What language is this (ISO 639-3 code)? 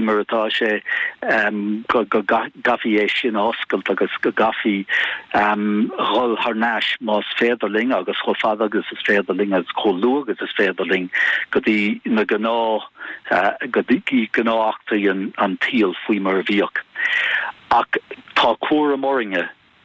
gle